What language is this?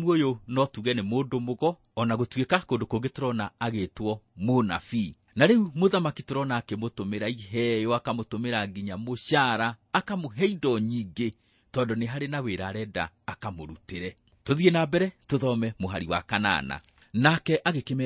Kikuyu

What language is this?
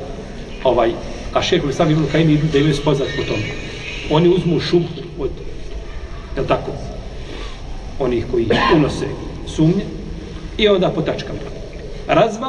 Bosnian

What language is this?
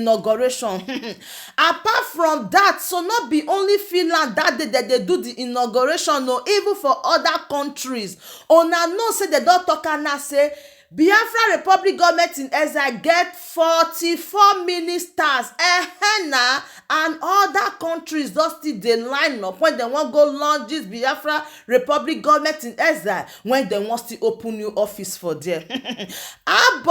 Nigerian Pidgin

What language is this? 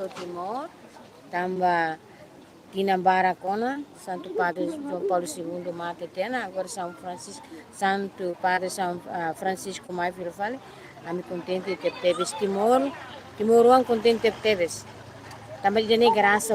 Tetum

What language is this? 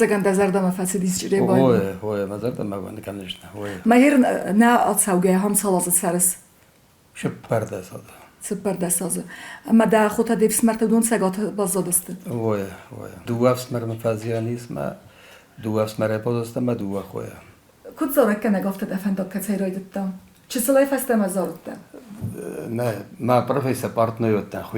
Ossetic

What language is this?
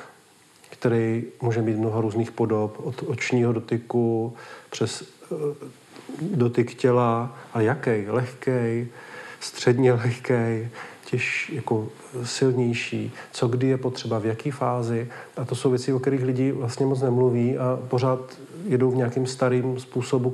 Czech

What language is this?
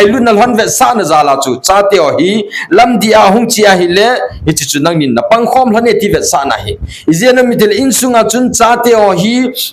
Thado Chin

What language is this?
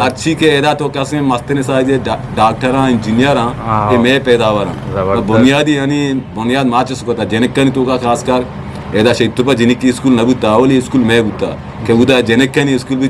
Eastern Balochi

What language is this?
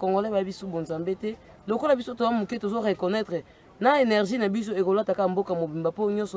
Lingala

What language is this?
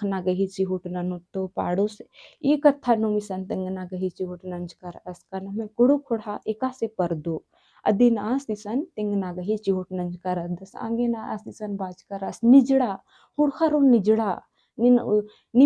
Kurukh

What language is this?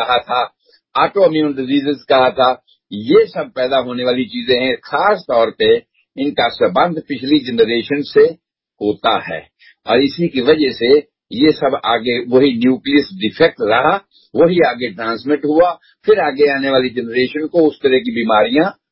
Urdu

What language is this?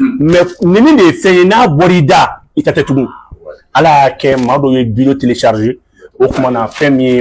Bambara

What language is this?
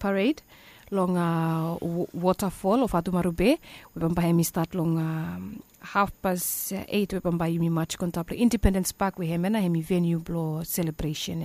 Bislama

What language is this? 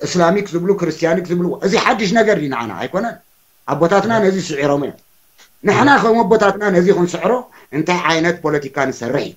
Tigrinya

